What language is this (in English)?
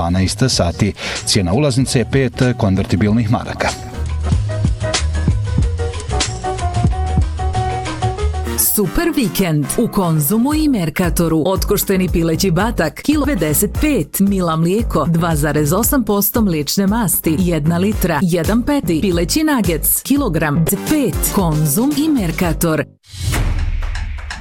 Bosnian